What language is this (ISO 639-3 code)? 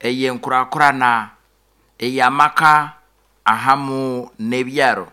nyo